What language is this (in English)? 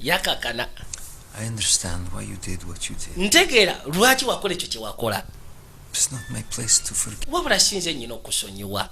Ganda